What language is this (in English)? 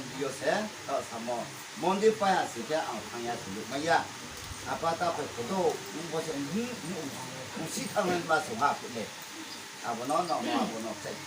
Riang (India)